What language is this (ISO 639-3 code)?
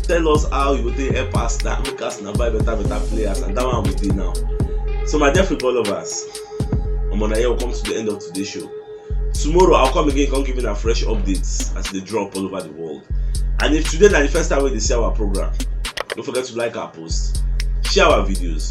pcm